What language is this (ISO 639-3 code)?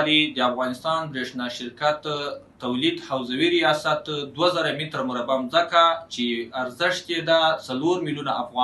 pus